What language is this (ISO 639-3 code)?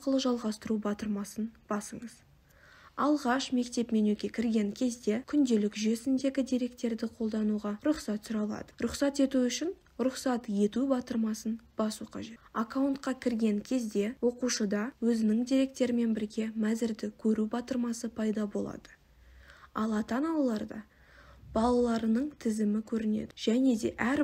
kaz